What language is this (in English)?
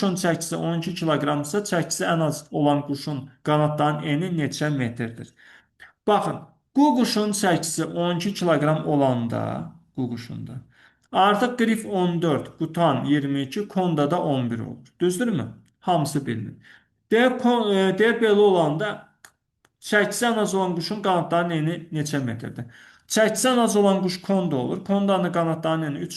Azerbaijani